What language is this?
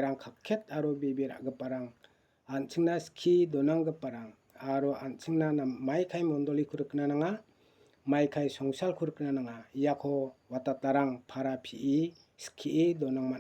Garo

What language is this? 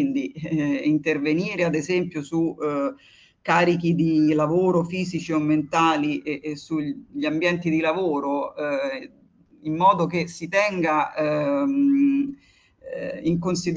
Italian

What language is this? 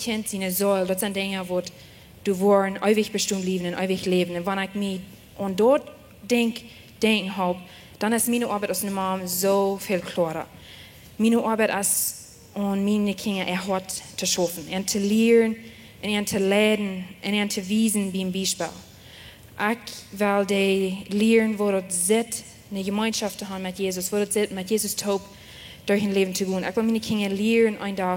Plautdietsch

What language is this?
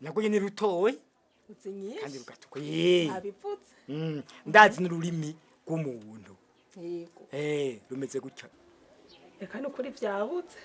Rundi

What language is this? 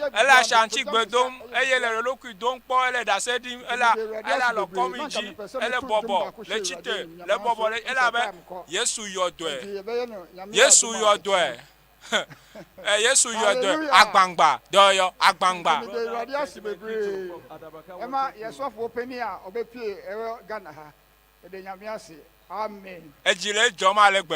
Ewe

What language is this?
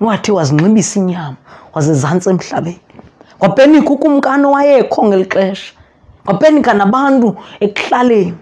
Xhosa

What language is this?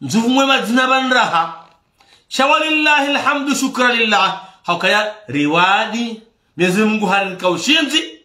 Ngazidja Comorian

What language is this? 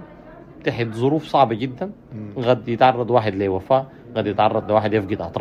Sudanese Arabic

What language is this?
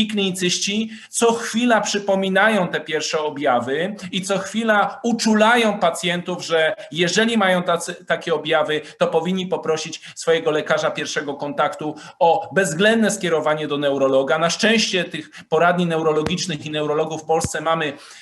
Polish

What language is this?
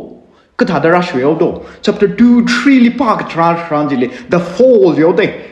Tangkhul Naga (India)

